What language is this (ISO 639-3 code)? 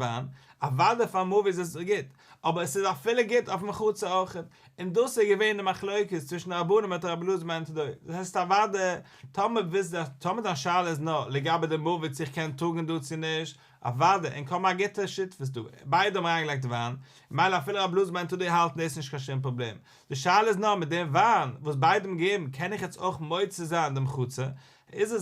yid